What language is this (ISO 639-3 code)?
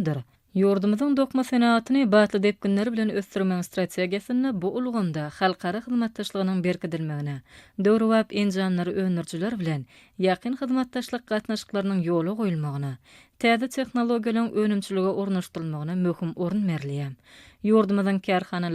tuk